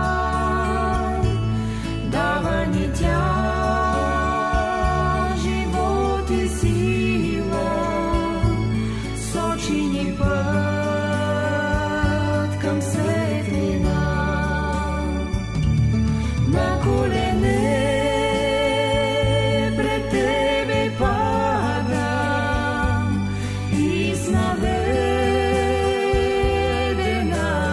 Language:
Bulgarian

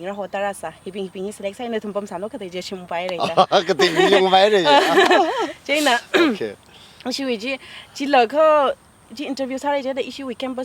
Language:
Tangkhul Naga (India)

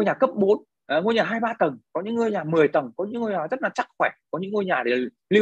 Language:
Vietnamese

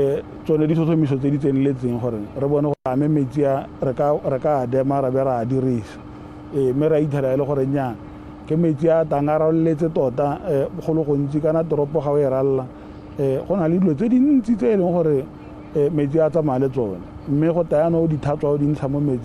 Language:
Tswana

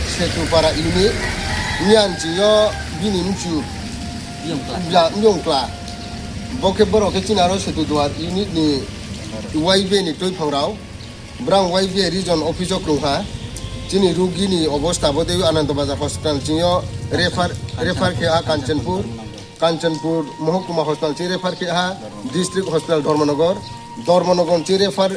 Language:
Riang (India)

